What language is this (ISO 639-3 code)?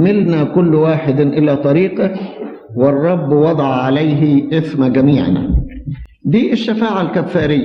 arz